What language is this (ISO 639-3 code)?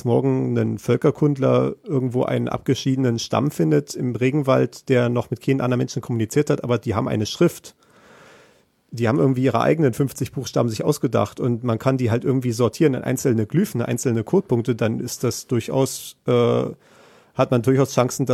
deu